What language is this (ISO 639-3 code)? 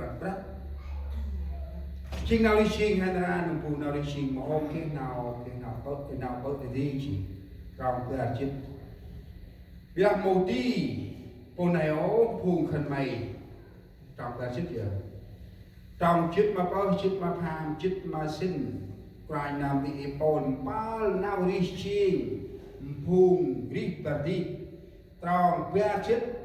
cmo